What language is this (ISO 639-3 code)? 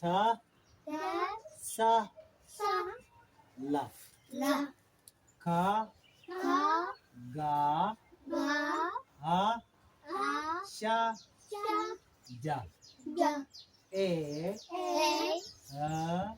nus